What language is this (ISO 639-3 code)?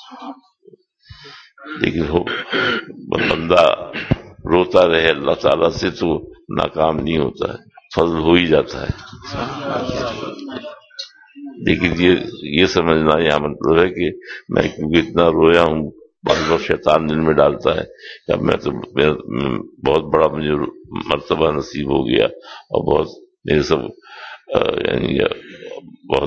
urd